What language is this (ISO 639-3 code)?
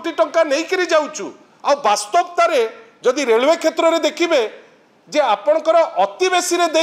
ori